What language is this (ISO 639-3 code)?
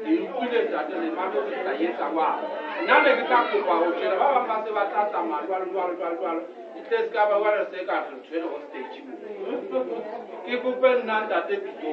sot